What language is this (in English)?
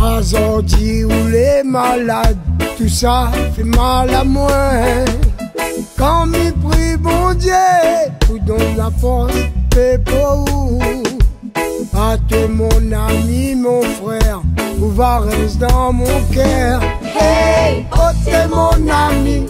Réunion Creole French